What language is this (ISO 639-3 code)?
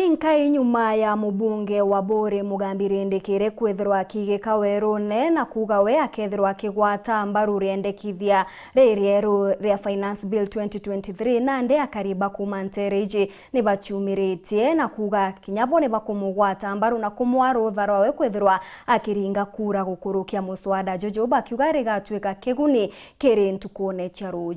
mer